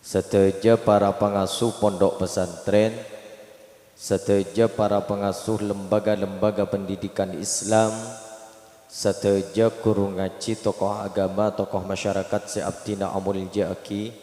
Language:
Madurese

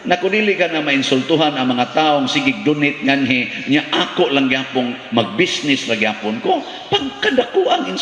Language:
Cebuano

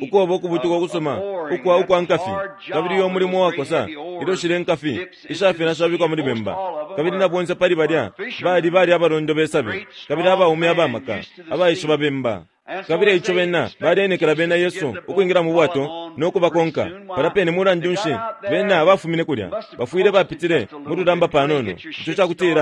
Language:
Bemba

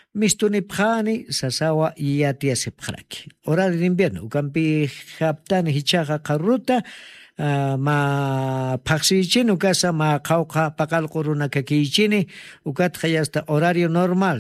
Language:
Aymara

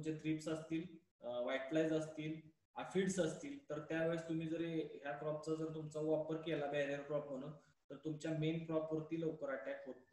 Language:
Marathi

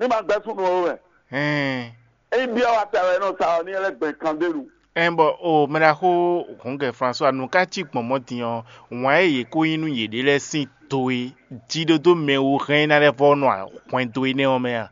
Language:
Fon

